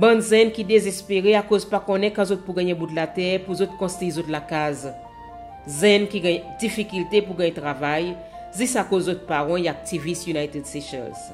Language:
Seselwa Creole French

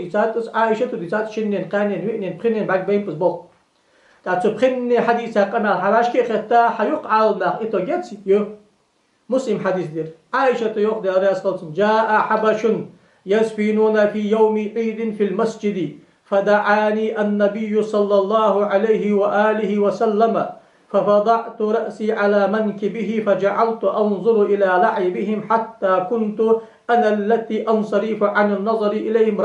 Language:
Ingush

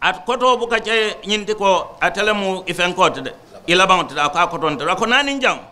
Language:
Mandingo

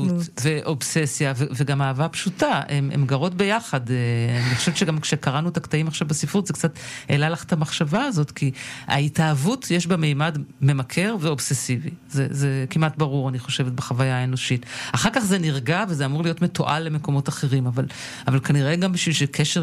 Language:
Hebrew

